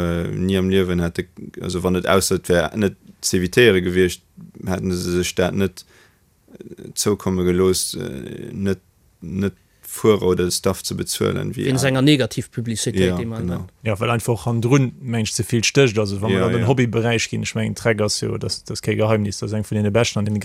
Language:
Luxembourgish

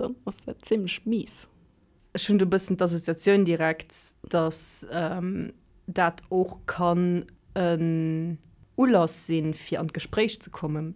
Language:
Luxembourgish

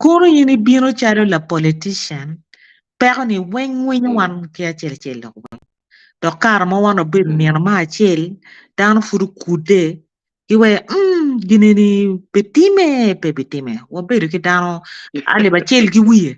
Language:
Acoli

